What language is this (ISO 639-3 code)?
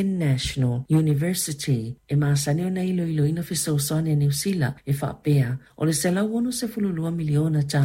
smo